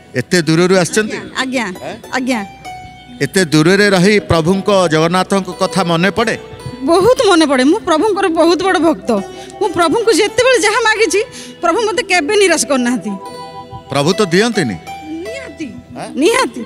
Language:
Odia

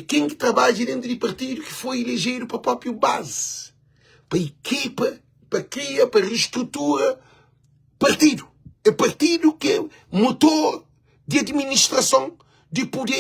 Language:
Kabuverdianu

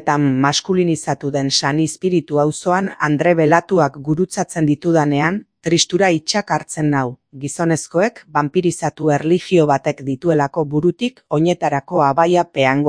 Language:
Basque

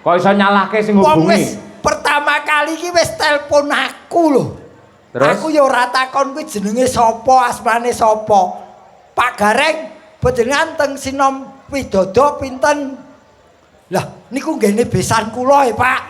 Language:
Javanese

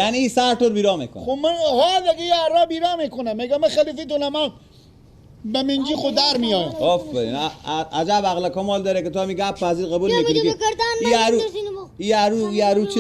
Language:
Persian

